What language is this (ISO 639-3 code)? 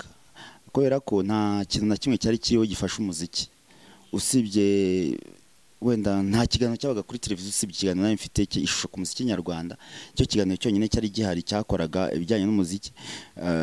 kin